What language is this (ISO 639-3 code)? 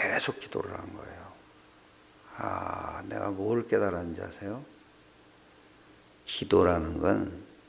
kor